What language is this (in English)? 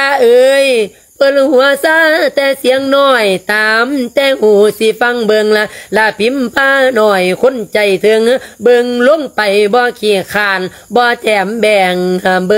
Lao